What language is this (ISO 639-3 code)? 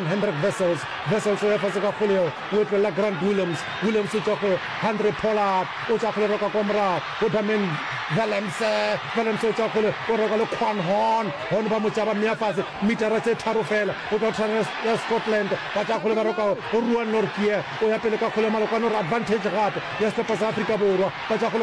nso